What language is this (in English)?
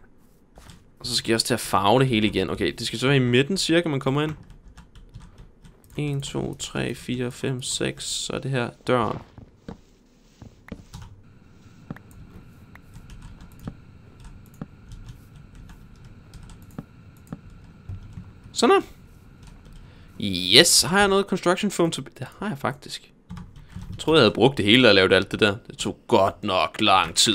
Danish